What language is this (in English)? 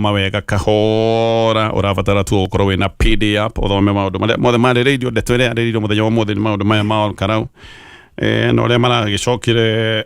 Kikuyu